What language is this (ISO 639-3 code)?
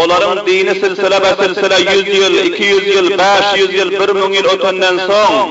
tuk